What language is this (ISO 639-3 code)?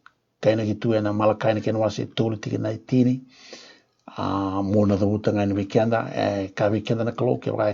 fij